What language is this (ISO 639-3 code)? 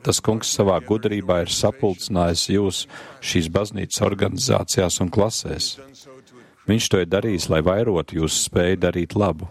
lav